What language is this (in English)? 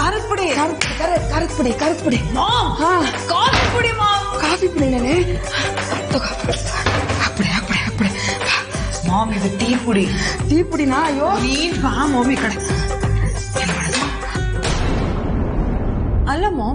Kannada